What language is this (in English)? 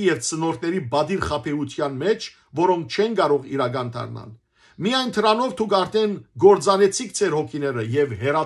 Western Armenian